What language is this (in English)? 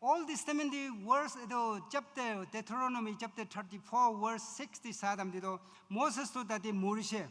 Naga Pidgin